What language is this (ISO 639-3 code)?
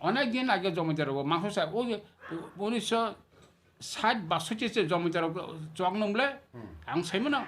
trp